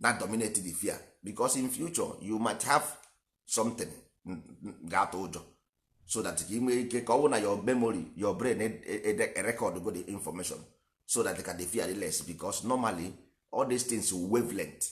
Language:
Igbo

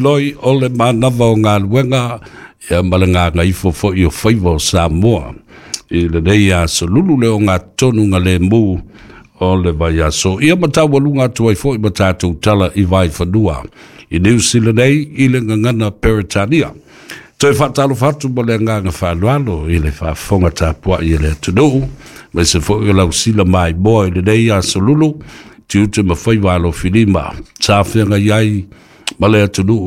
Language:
Samoan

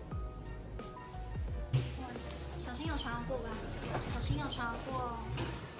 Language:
Chinese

